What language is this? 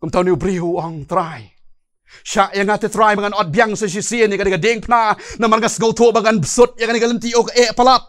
Khasi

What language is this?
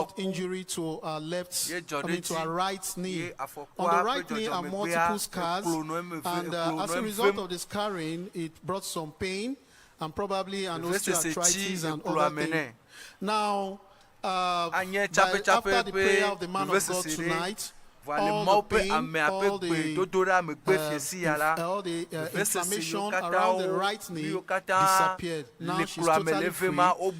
Ewe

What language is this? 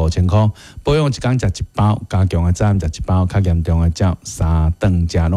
Min Nan Chinese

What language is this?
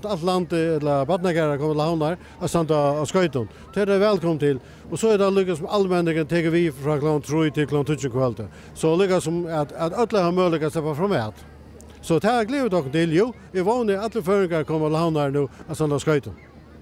Faroese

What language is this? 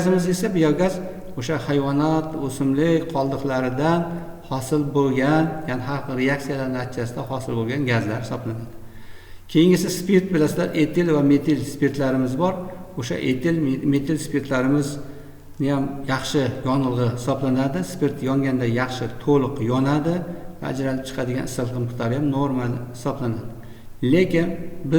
Uzbek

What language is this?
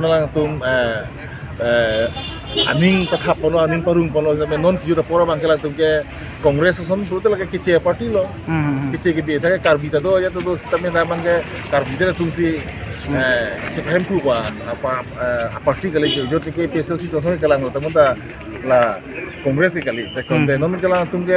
Karbi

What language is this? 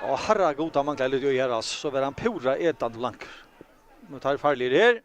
Faroese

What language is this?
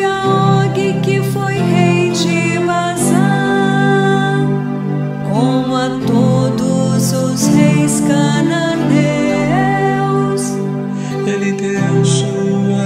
Portuguese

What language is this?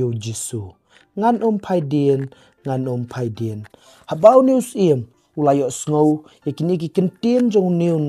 Khasi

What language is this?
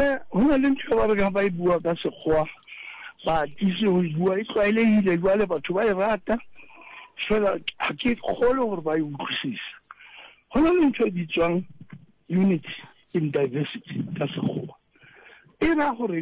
Southern Sotho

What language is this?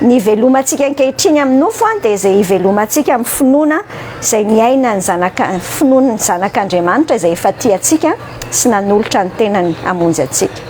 Malagasy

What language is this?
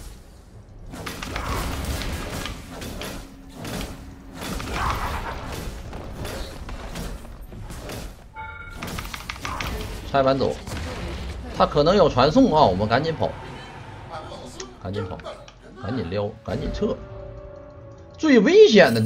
Chinese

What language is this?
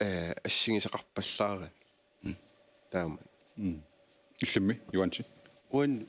Kalaallisut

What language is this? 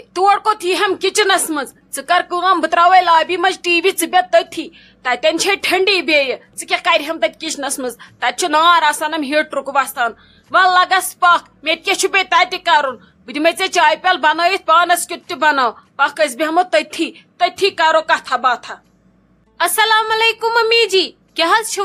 Kashmiri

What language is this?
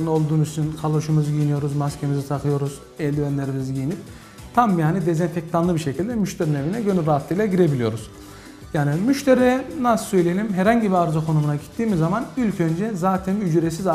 Turkish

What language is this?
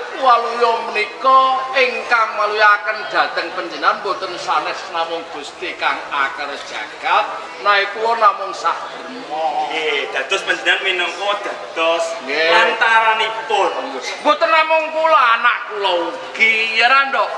Javanese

